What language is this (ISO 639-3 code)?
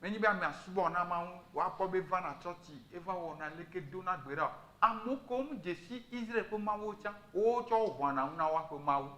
ewe